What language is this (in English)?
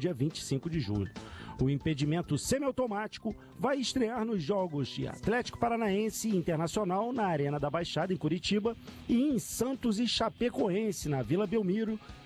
Portuguese